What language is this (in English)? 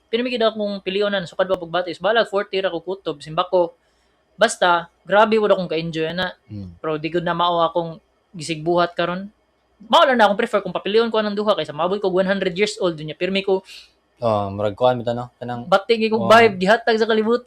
Cebuano